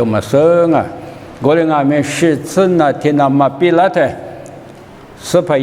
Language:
Lisu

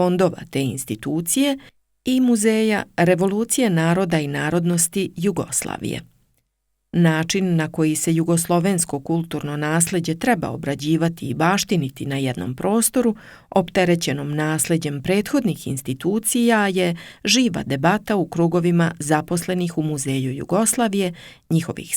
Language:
Serbian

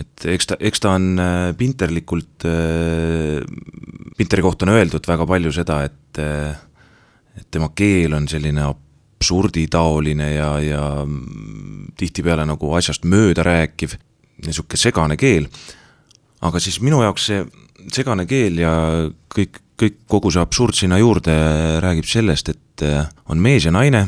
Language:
Estonian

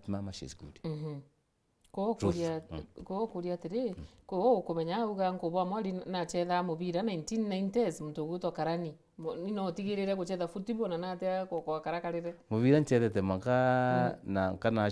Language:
Meru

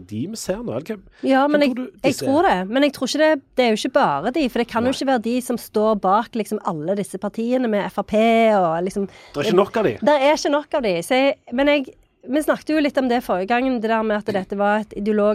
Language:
Norwegian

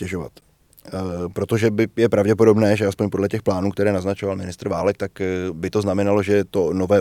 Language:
Czech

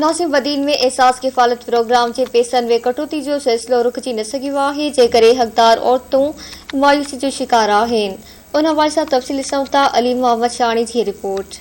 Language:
Sindhi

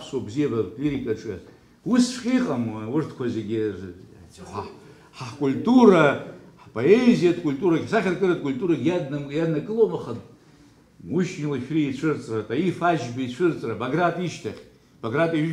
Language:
Abkhazian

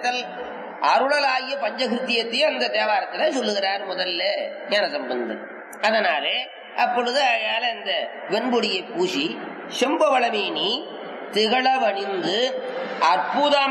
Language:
Tamil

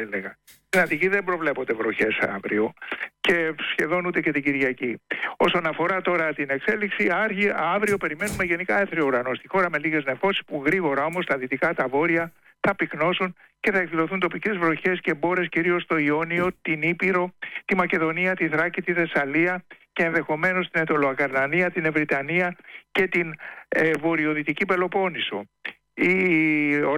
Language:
Greek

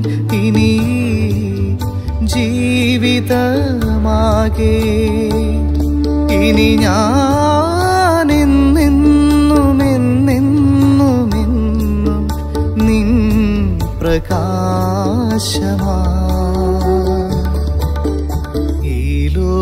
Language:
Malayalam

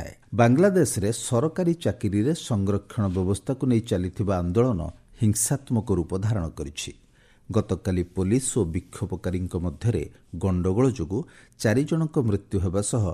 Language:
Odia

